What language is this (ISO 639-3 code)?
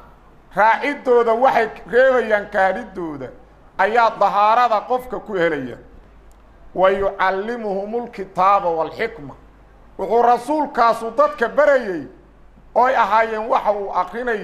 som